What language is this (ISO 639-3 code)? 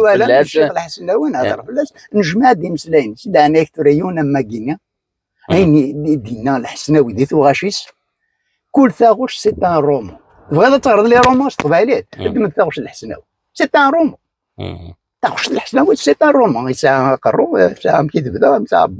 kab